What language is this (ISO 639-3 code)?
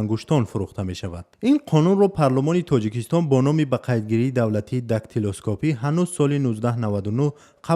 tgk